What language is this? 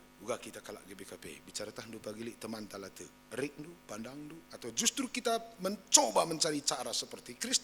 Batak Karo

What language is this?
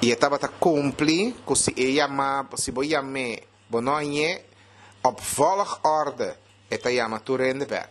Papiamento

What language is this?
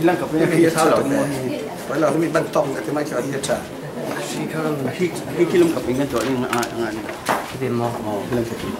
Falam Chin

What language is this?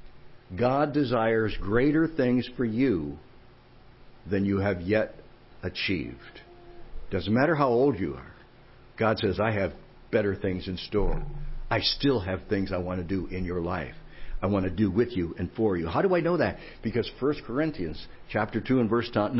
English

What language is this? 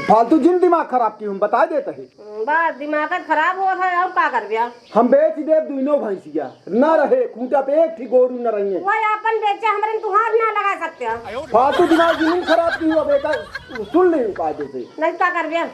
Awadhi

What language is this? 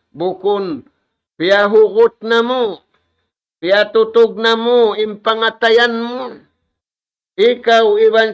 Tausug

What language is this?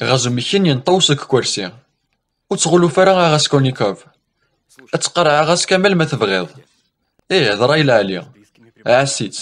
Kabyle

